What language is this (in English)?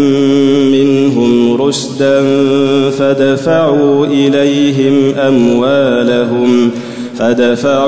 Arabic